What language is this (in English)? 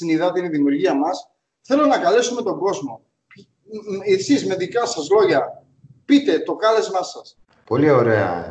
Greek